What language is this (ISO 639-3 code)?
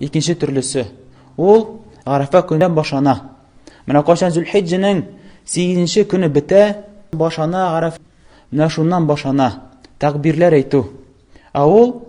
tat